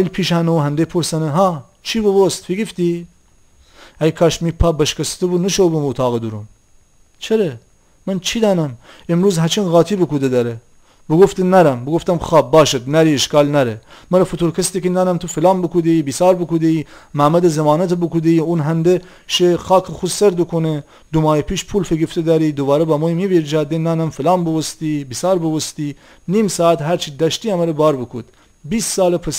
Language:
Gilaki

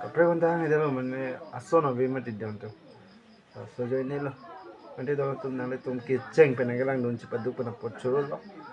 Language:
Karbi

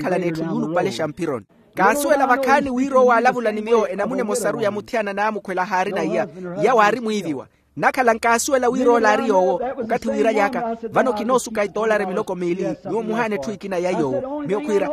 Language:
Makhuwa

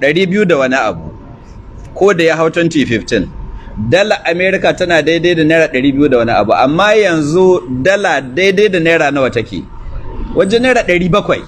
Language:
Hausa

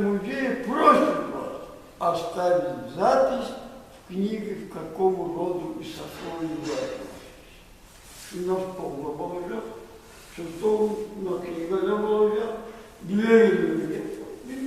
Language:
Kumyk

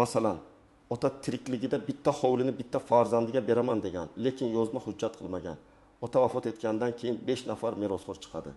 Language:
Uzbek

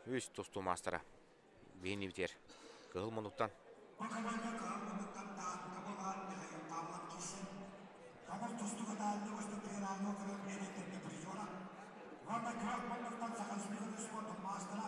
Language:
Yakut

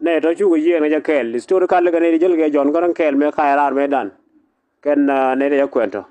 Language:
Nuer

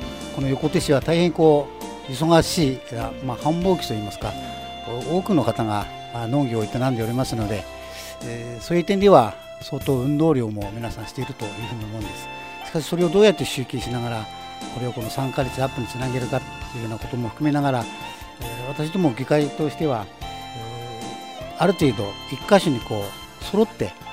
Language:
Japanese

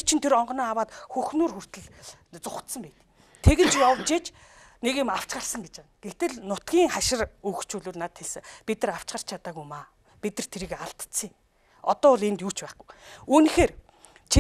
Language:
Mongolian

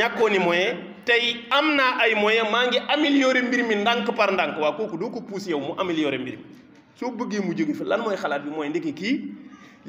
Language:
Wolof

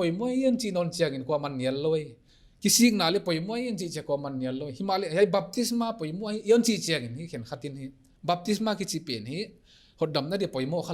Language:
Paite Chin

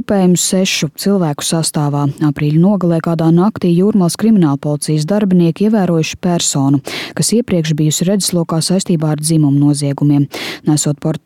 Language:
Latvian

